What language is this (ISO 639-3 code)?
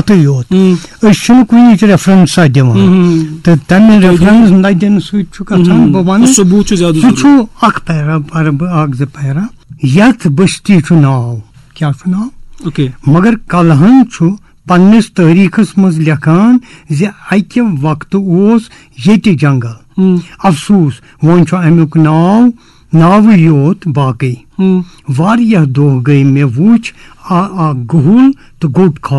kas